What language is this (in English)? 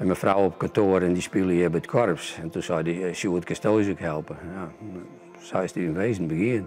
Western Frisian